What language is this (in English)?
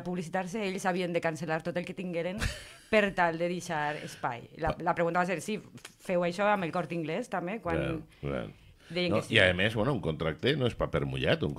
Catalan